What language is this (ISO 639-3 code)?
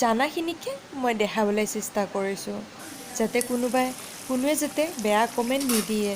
asm